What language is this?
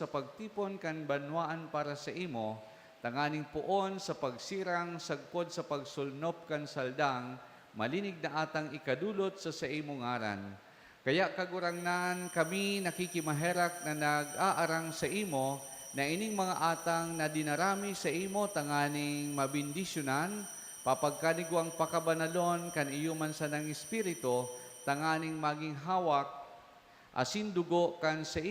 Bikol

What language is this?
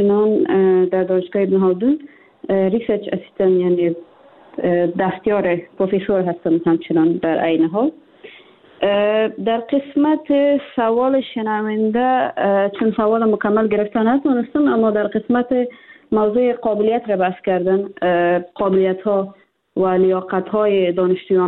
Persian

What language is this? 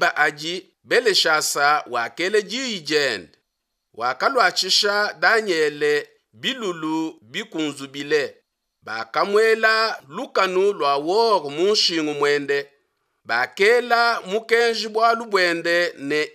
Luba-Lulua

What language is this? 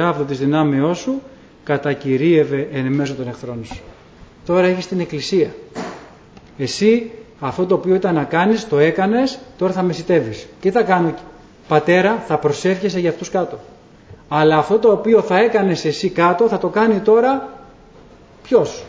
Greek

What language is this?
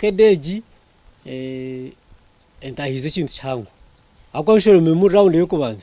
Nyankole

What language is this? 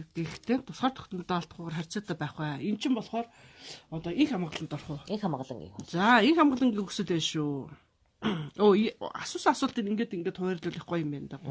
Mongolian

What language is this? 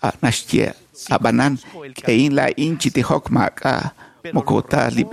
Kekchí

